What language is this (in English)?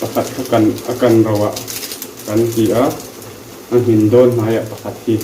Mizo